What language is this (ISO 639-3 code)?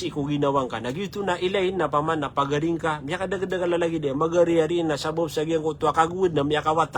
mrw